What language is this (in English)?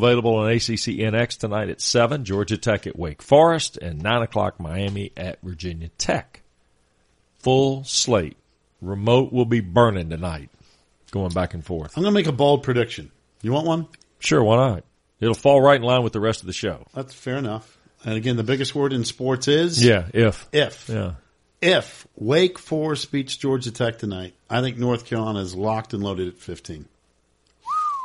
English